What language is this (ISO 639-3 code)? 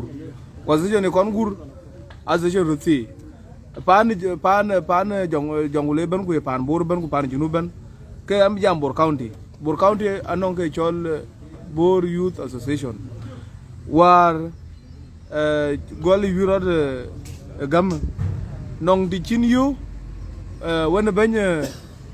din